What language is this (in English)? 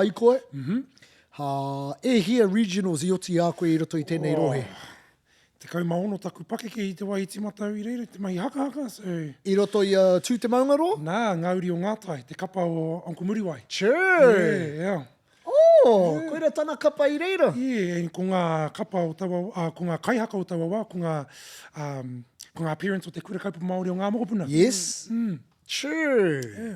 Māori